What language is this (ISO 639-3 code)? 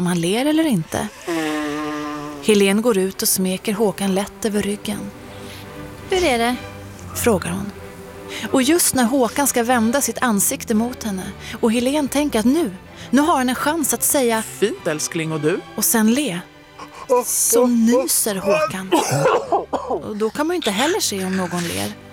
swe